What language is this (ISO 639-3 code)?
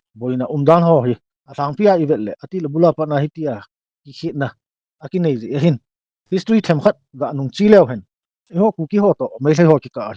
tcz